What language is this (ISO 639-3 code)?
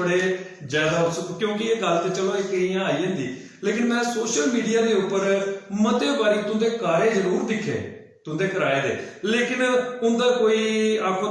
doi